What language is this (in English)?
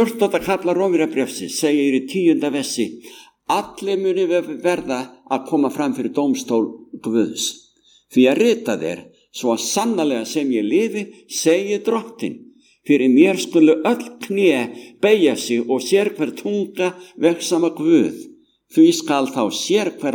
Icelandic